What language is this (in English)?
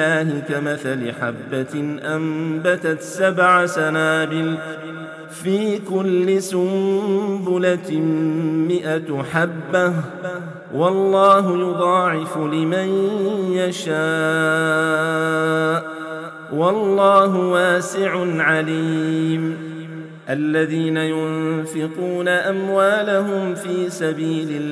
Arabic